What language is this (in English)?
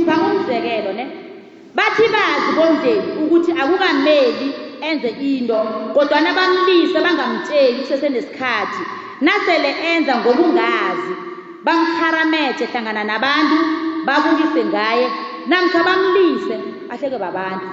South Ndebele